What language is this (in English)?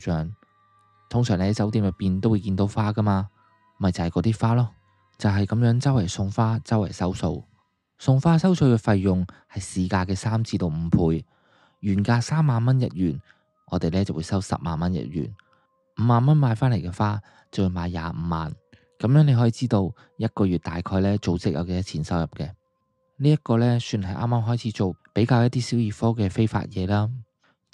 Cantonese